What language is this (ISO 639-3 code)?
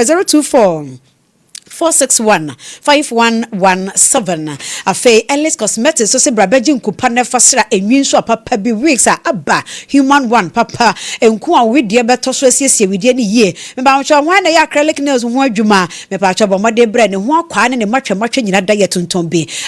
aka